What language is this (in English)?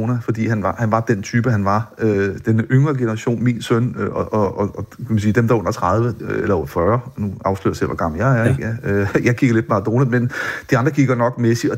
Danish